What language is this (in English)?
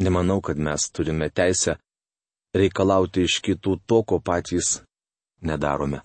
Lithuanian